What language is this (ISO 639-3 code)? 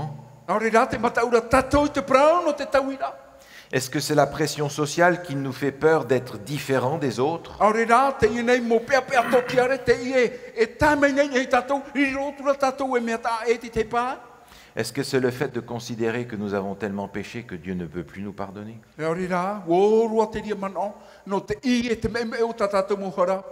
tah